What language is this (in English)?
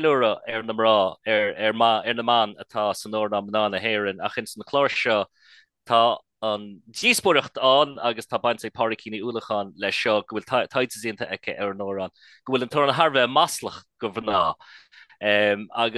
Irish